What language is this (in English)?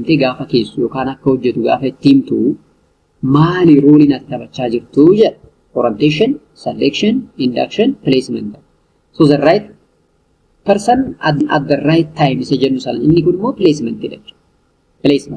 Oromo